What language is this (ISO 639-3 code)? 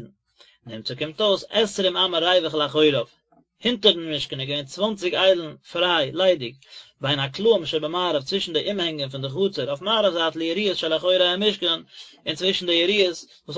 yid